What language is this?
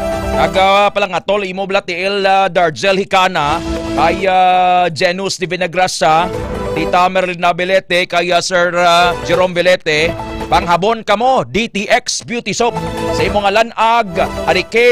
Hiligaynon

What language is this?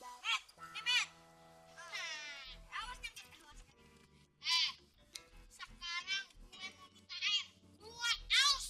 Betawi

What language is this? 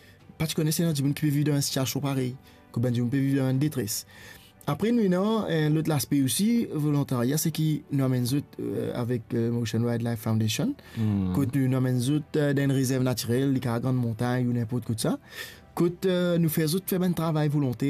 Morisyen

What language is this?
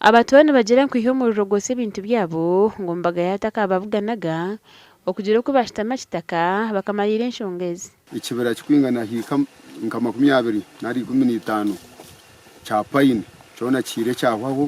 Nyankole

